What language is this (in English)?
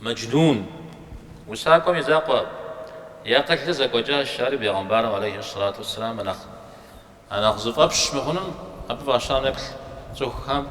Kabardian